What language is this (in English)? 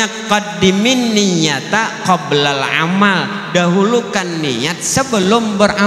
Banjar